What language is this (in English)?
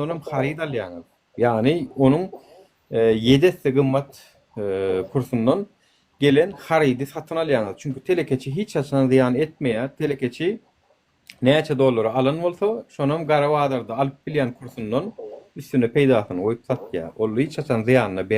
Turkmen